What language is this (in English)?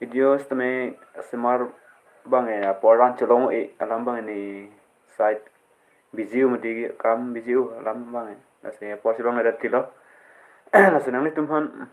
Karbi